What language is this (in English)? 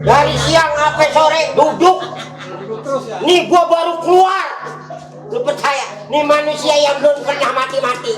Betawi